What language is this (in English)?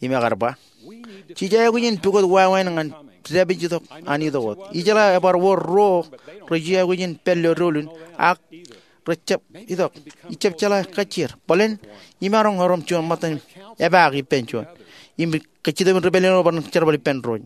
Marshallese